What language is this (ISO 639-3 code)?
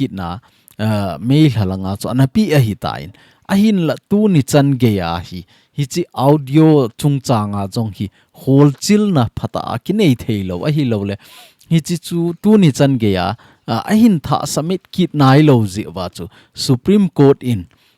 tcz